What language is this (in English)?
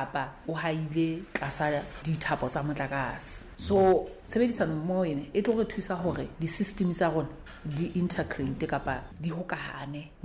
Southern Sotho